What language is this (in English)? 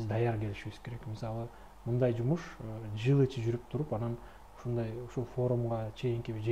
Kyrgyz